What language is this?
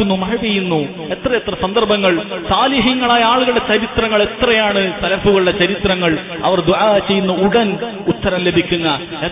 Malayalam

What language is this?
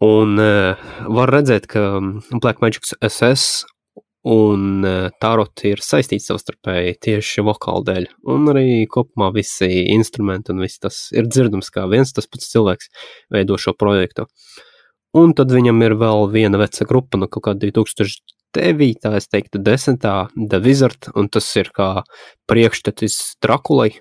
Latvian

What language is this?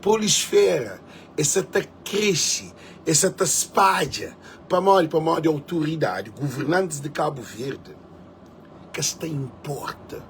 Kabuverdianu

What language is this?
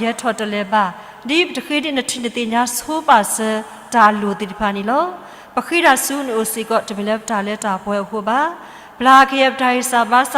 S'gaw Karen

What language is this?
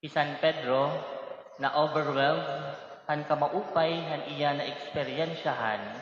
Waray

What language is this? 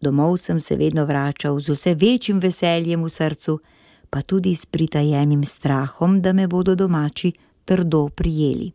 Slovenian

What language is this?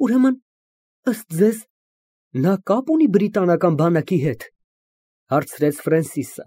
Armenian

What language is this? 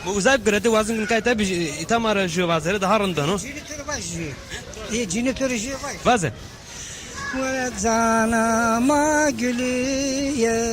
Zaza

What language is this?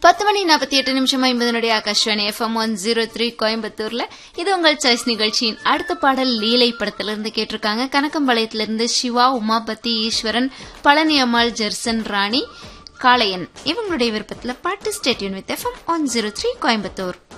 Tamil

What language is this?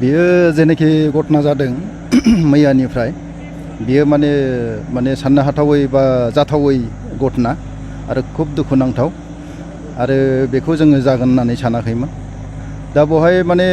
Bodo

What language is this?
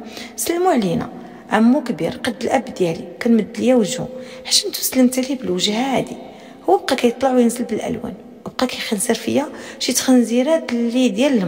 Moroccan Arabic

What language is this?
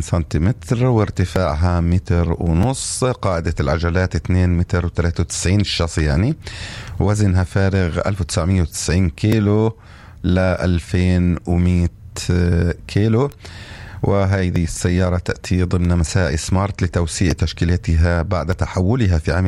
North Levantine Arabic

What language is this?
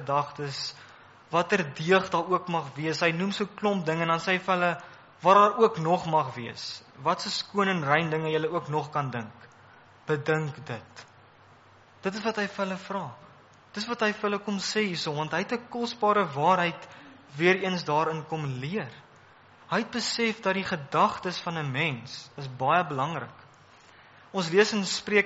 Afrikaans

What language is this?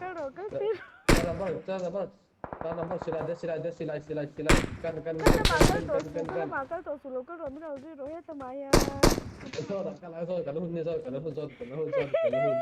Mizo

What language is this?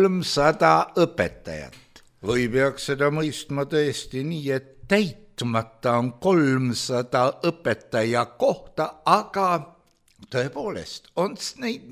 Estonian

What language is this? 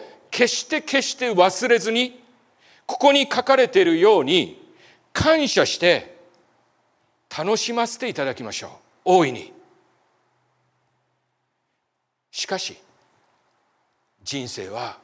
Japanese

